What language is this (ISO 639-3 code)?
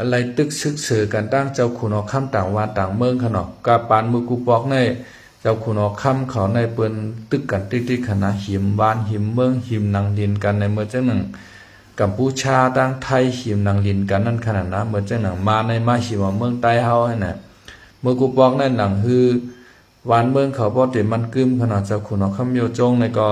shn